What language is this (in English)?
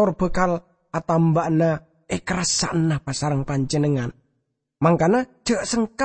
Madurese